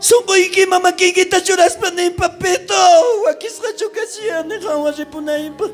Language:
South Bolivian Quechua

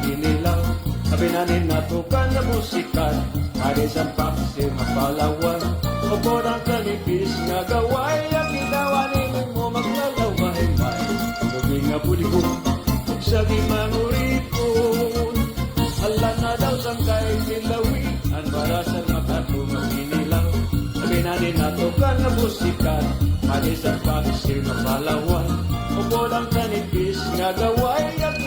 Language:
Waray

